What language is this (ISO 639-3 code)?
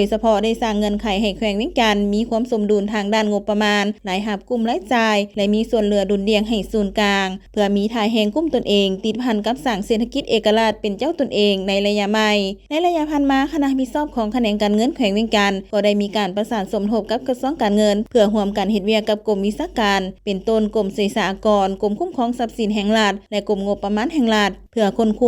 lao